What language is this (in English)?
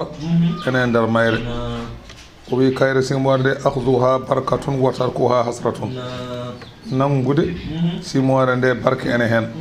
Fula